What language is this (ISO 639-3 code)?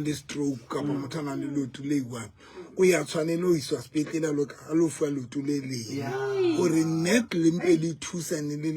sot